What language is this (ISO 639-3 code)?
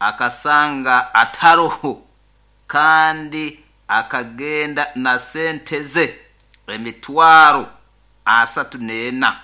nyn